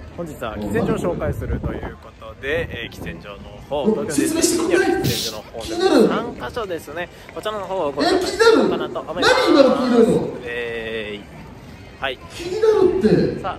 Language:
Japanese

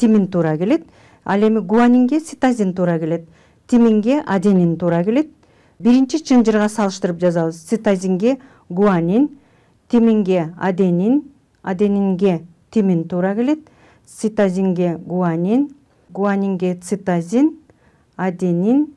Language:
Kyrgyz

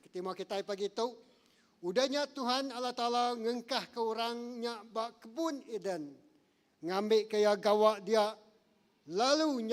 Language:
Iban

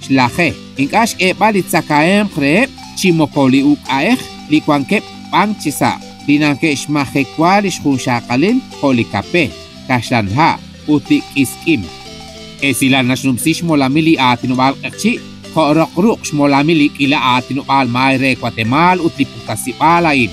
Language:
Kekchí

